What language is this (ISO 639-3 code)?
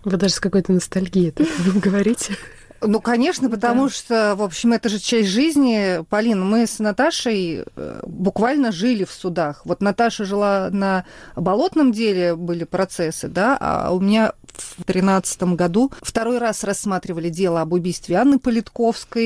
rus